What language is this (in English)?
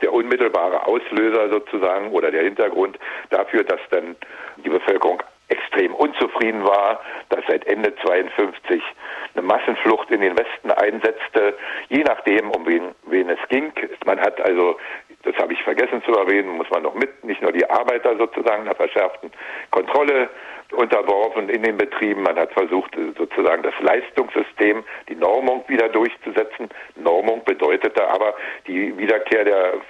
German